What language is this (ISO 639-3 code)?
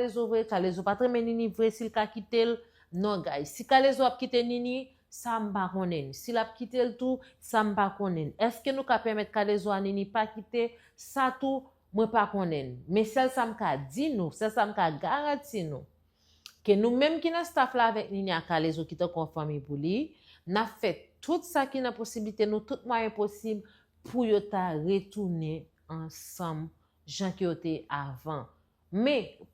hat